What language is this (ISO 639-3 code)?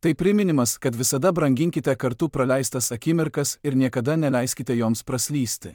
lit